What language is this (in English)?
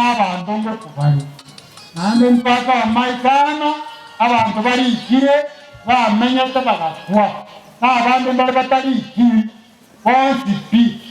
Gusii